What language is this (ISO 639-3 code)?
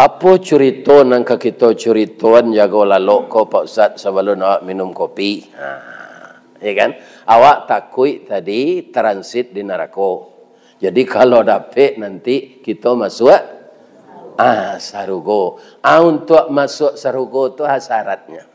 min